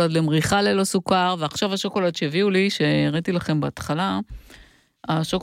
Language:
Hebrew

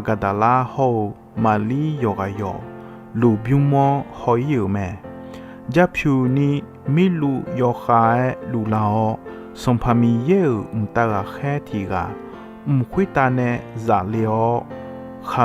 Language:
Akha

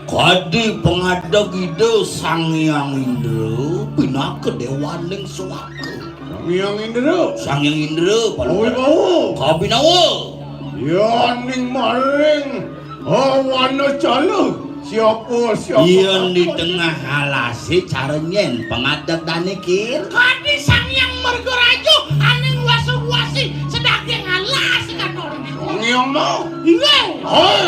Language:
Balinese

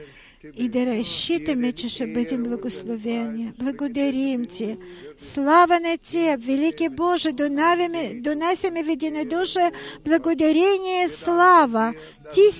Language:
Bulgarian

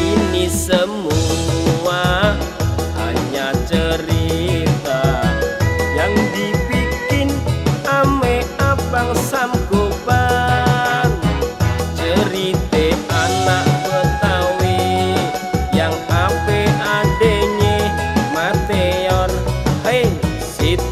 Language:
Betawi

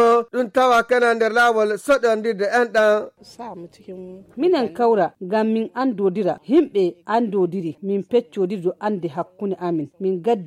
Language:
Fula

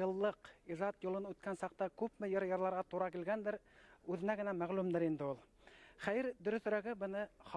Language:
Bashkir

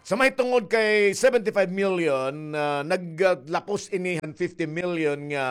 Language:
Waray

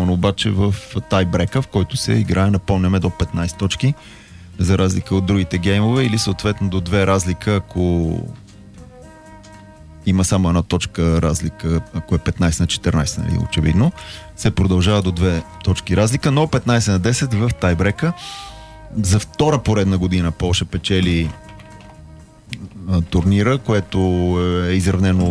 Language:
Bulgarian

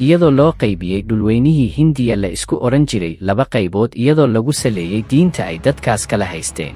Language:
Somali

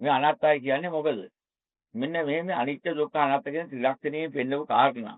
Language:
Sinhala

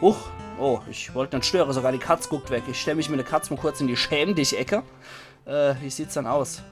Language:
Palatine German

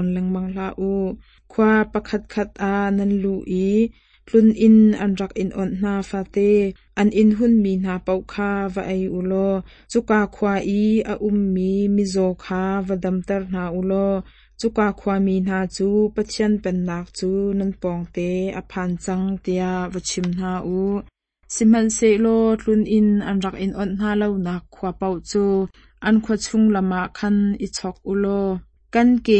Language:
Hakha Chin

